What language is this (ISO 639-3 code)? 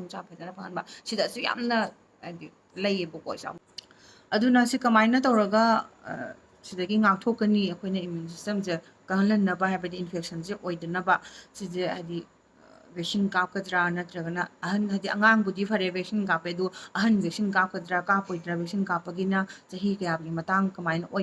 mni